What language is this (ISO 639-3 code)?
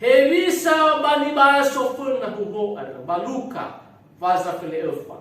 nia